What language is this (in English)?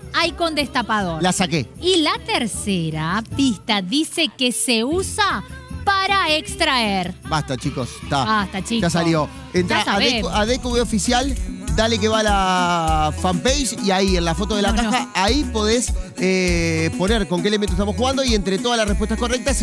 Spanish